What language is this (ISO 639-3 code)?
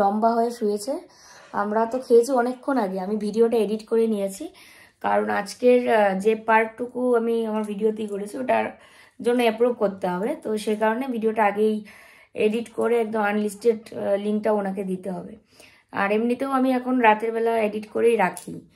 ben